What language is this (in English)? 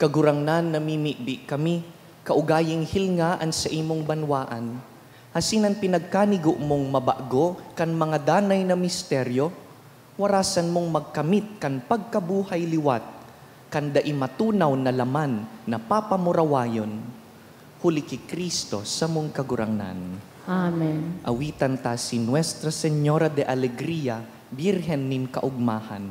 Bikol